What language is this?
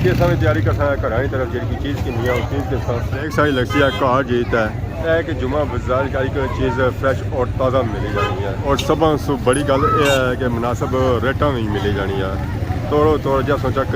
Pahari-Potwari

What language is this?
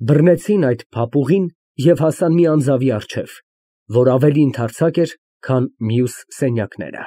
Armenian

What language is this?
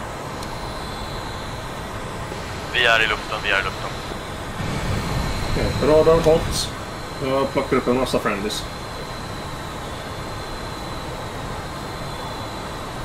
Swedish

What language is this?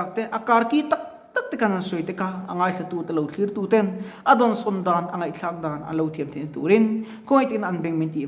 Mizo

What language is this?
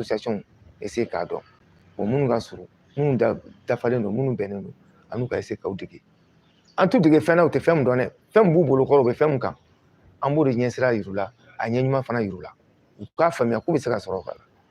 Bambara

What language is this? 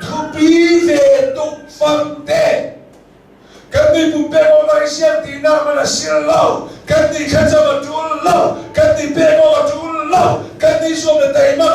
Hakha Chin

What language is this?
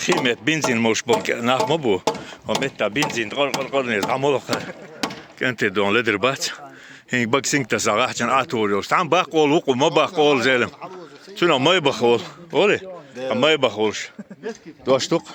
Chechen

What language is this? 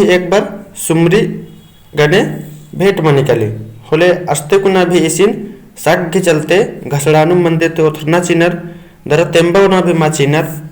Kurukh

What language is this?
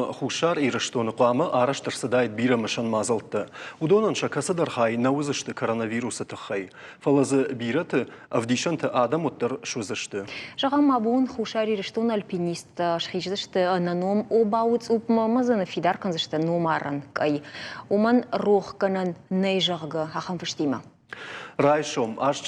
Ossetic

